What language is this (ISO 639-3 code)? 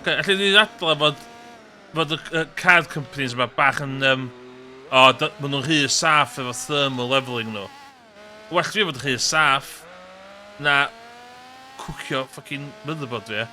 cym